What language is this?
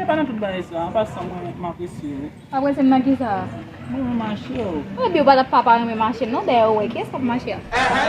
Haitian Creole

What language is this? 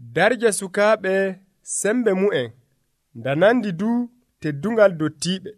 Nigerian Fulfulde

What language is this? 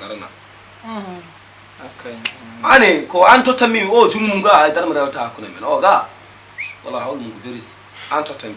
Fula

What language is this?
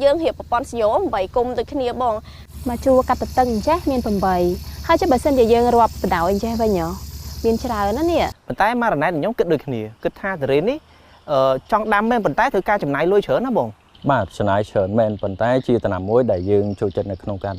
Khmer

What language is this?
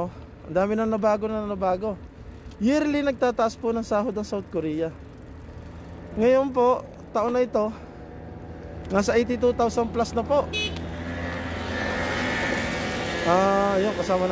Filipino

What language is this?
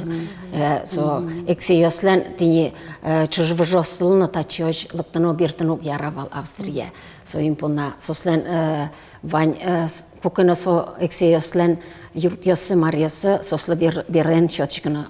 Udmurt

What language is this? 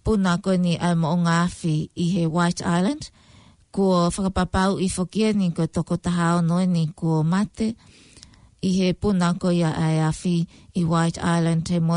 Tongan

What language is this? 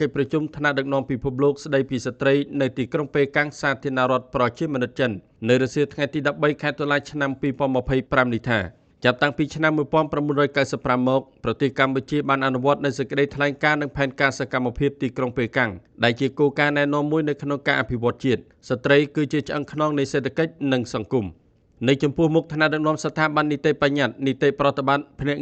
Khmer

